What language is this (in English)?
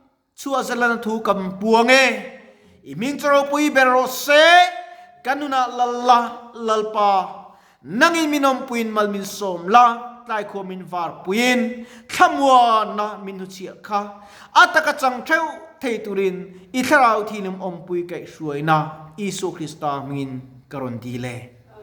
Mizo